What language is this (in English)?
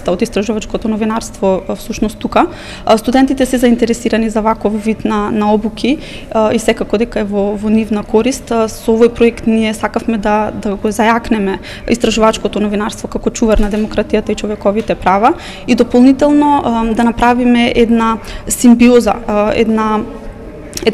Macedonian